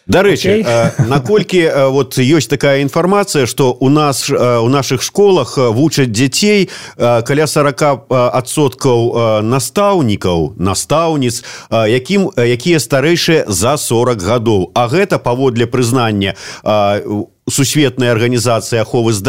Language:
Belarusian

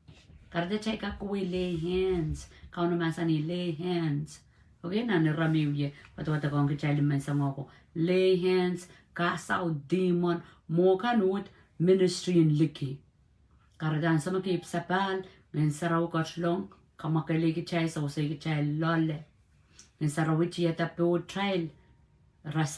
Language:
Pohnpeian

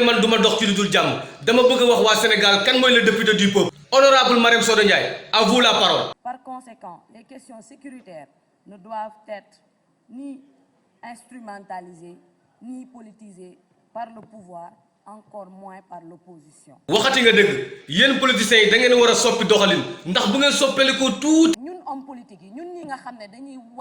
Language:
Wolof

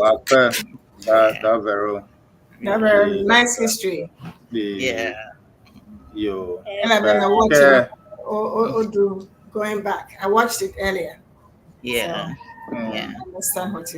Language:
Ewe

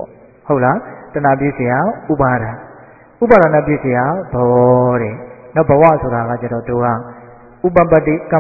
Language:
Burmese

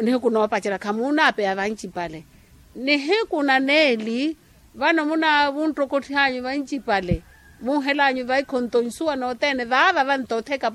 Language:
Makhuwa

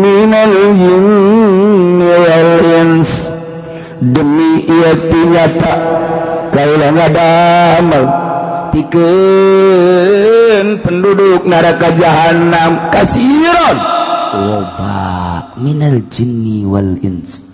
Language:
Sundanese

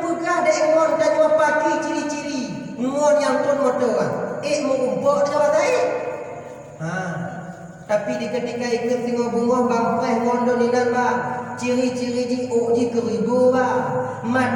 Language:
Achinese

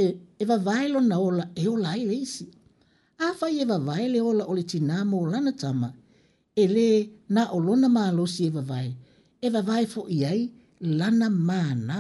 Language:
Samoan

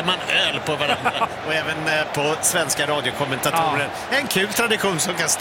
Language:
Swedish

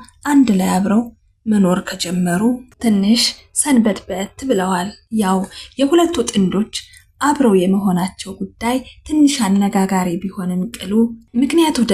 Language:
Amharic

